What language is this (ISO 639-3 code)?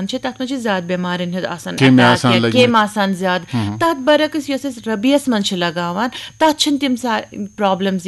kas